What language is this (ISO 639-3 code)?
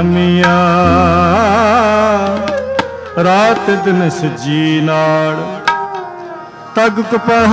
pan